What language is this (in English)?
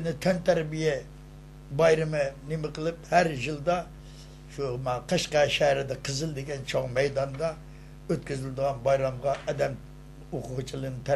Uyghur